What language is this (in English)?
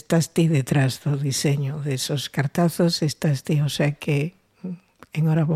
Galician